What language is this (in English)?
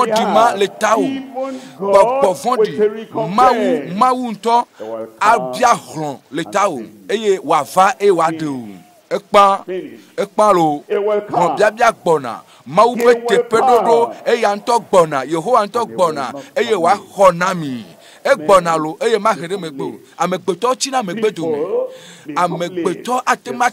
Ewe